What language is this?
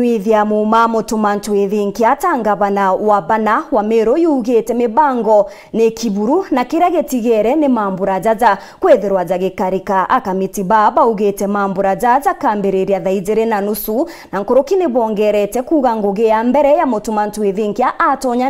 Meru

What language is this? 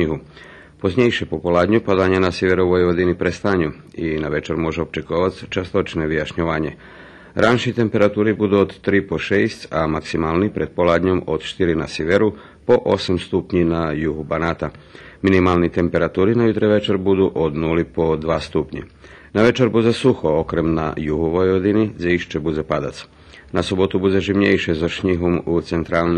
Rusyn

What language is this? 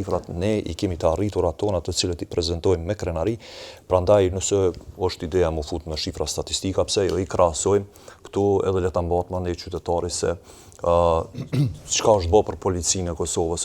Albanian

